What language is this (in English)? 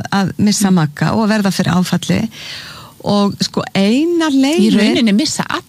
Icelandic